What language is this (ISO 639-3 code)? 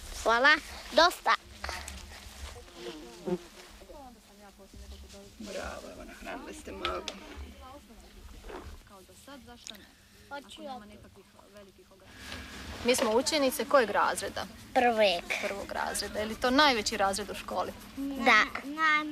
hrv